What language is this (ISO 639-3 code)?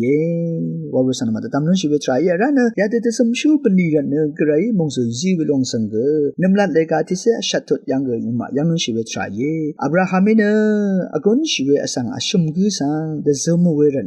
raw